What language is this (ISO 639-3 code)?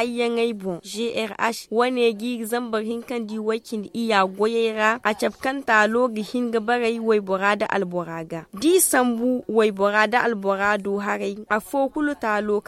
dje